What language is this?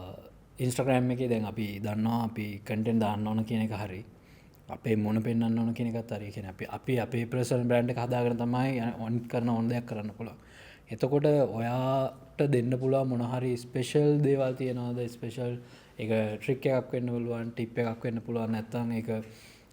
Sinhala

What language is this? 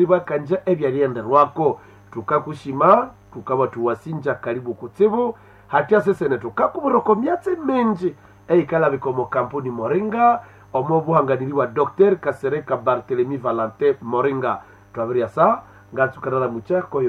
Nande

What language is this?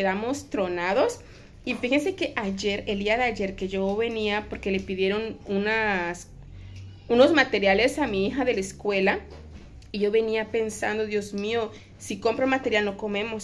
Spanish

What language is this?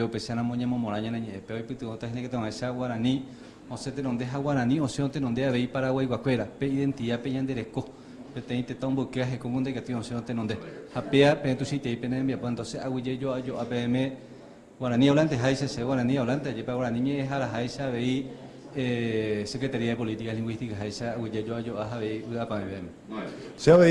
Guarani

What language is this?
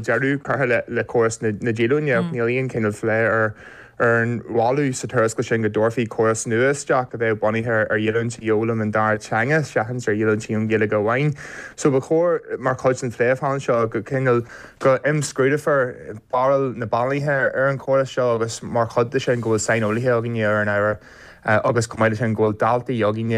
Irish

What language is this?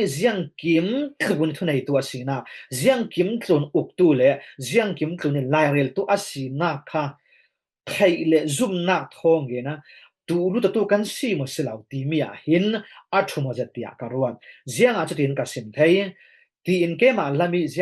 Falam Chin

